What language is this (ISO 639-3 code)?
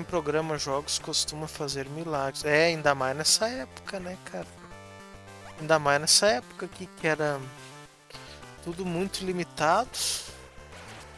por